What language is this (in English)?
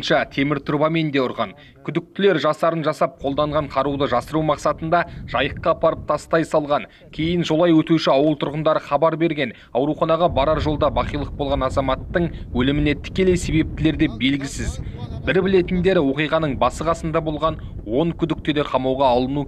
Kazakh